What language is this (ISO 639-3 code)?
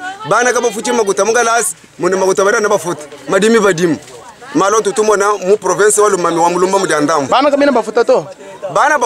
lua